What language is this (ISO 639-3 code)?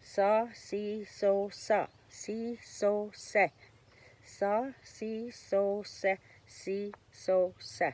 oji